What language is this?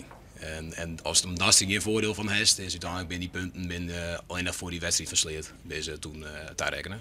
Western Frisian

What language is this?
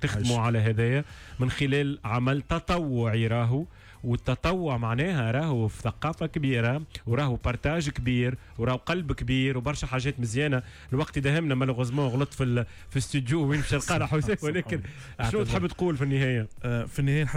Tunisian Arabic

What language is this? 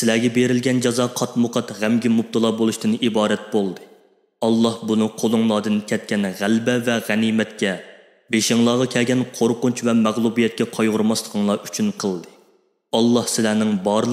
Uyghur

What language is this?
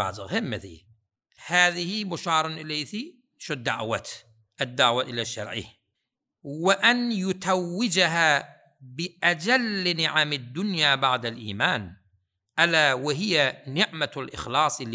Turkmen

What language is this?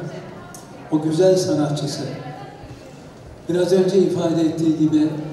Turkish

